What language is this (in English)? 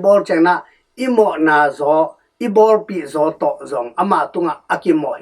Tedim Chin